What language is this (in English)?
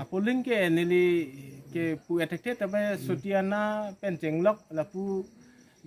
Karbi